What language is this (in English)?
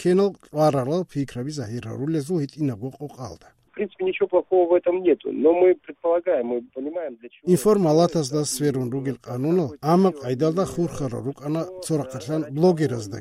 Avaric